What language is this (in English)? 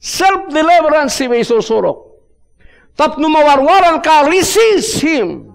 Iloko